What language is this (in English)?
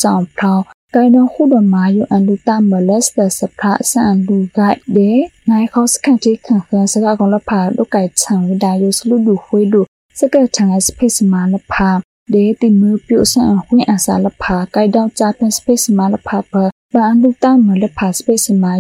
Burmese